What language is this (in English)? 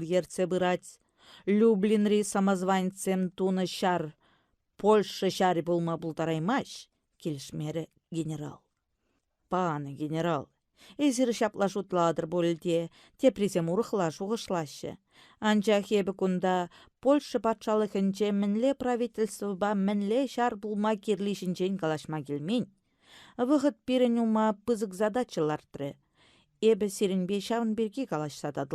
Chuvash